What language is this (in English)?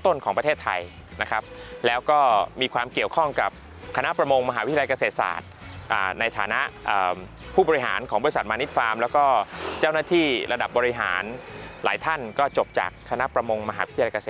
Thai